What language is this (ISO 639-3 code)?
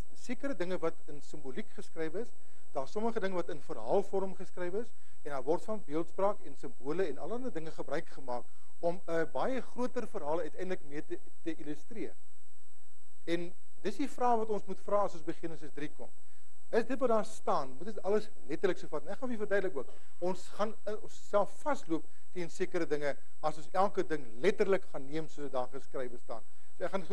afr